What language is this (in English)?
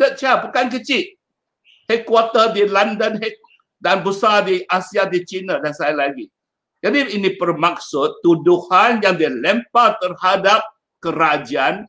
Malay